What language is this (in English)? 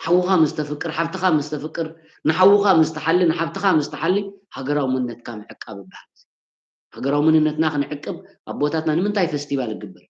Tigrinya